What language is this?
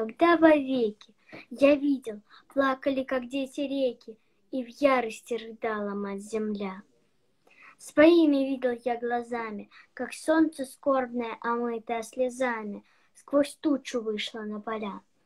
Russian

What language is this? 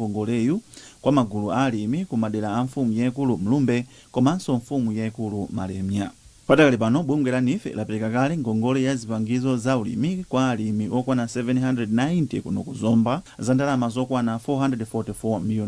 Nyanja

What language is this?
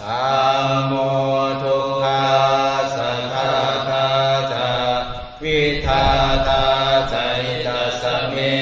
Pali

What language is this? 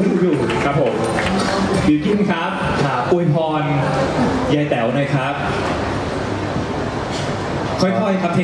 Thai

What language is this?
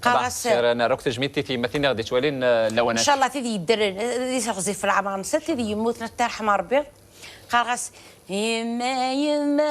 Kabyle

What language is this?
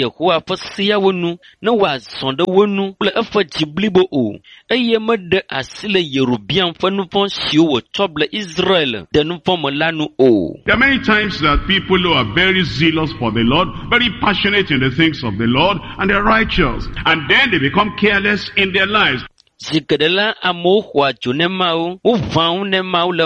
Ewe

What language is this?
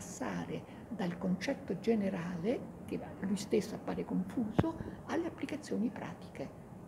Italian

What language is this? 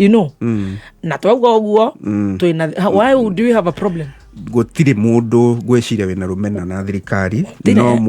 Kikuyu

